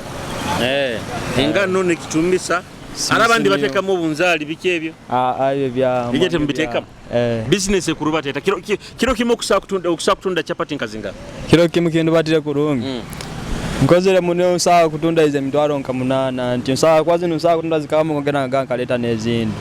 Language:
Nyoro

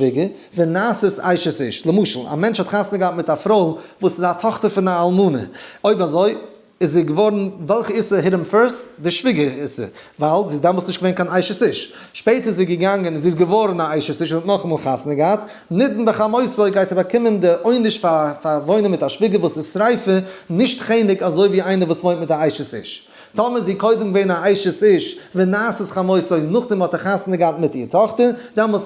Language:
Yiddish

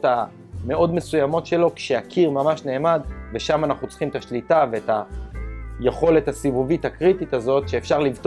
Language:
Hebrew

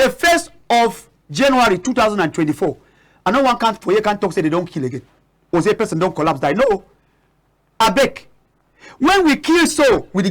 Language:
Cameroon Pidgin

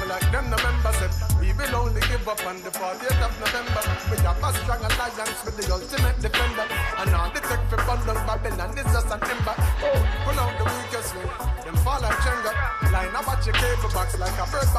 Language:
Jamaican Creole English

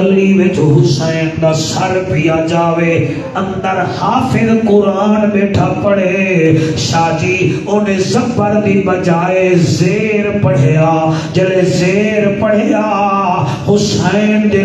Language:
Saraiki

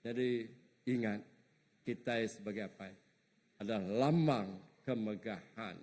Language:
Iban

